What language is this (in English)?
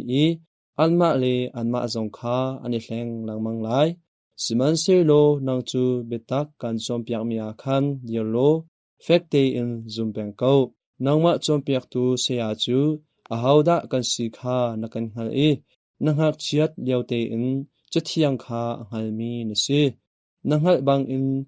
Hakha Chin